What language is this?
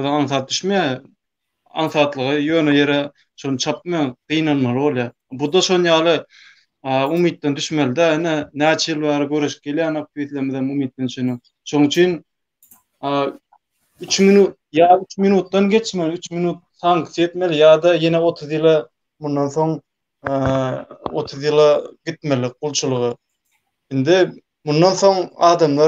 Turkmen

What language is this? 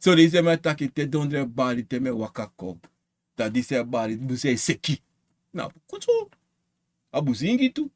Sranan Tongo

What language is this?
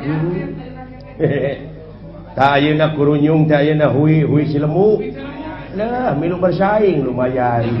Sundanese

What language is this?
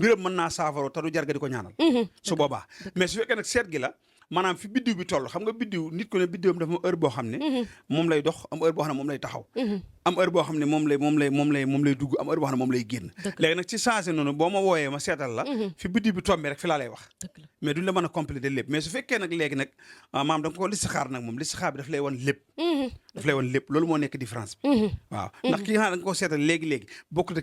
Wolof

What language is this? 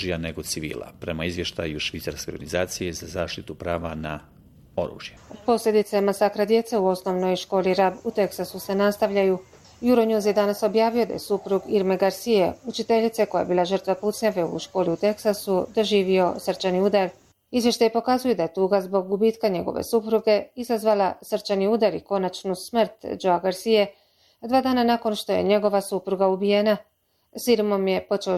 Bosnian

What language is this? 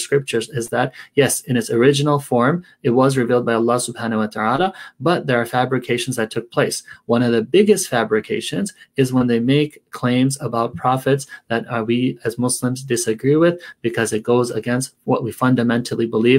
English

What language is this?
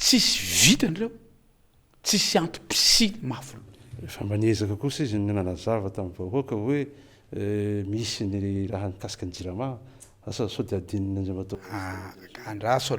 Malagasy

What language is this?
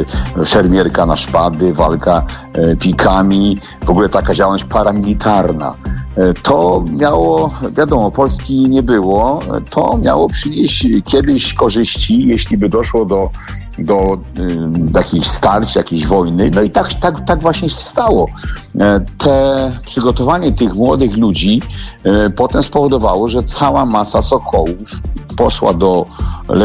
Polish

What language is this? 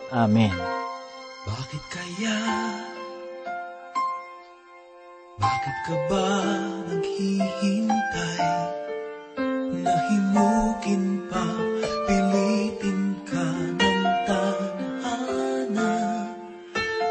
Filipino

